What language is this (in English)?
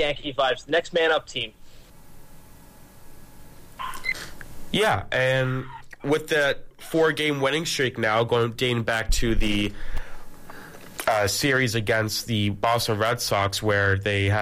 English